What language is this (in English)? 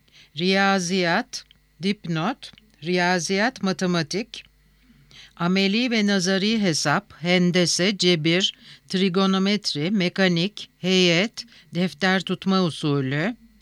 Turkish